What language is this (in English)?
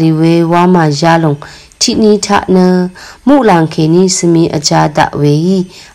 Rawang